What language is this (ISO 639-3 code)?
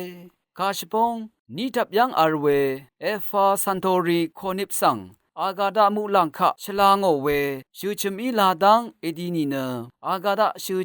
raw